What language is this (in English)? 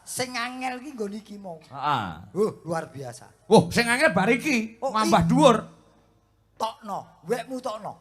Javanese